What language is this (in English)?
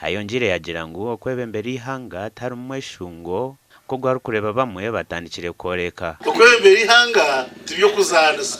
Nyankole